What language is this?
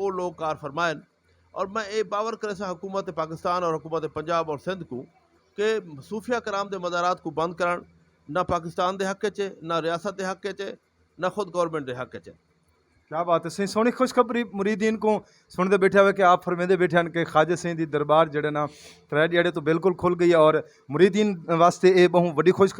Saraiki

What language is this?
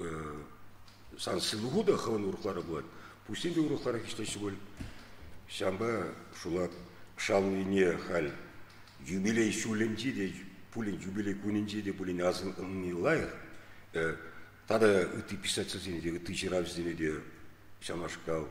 Chuvash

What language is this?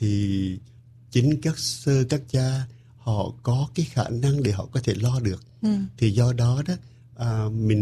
Vietnamese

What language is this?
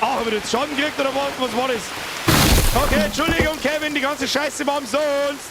Bavarian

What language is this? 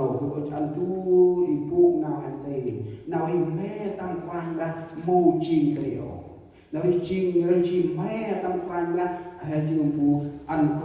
Central Mnong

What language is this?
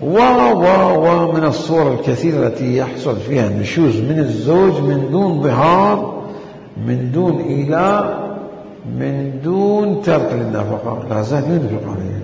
Mesopotamian Arabic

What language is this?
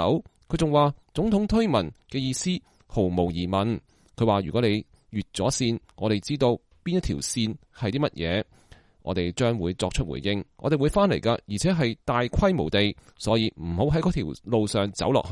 Cantonese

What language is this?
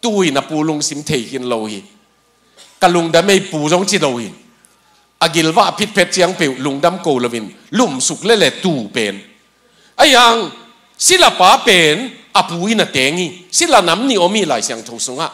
Tedim Chin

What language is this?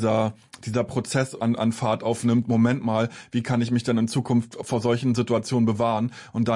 German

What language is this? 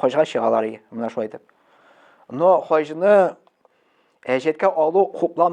Tatar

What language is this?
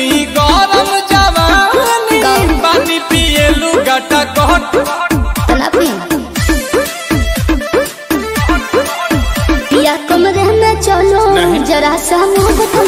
Bhojpuri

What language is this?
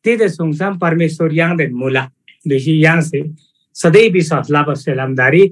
Eastern Tamang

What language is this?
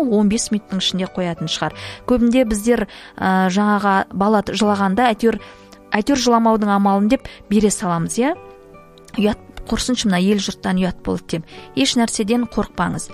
Kazakh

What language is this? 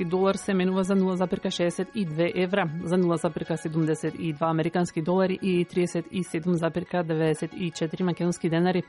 Macedonian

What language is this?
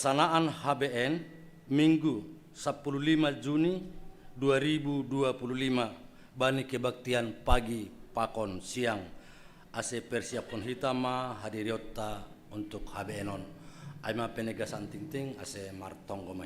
Batak Simalungun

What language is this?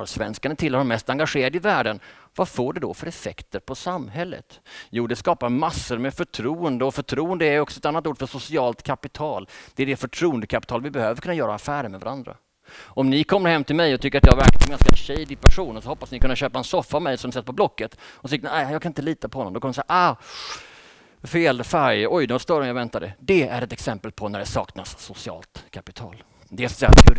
Swedish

